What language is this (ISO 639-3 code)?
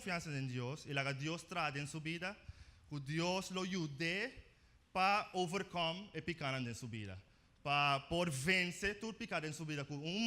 pap